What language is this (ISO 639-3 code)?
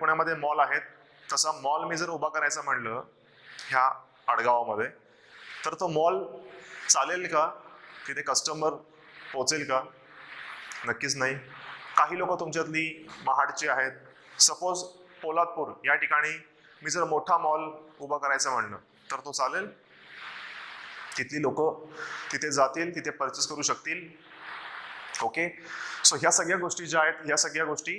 mar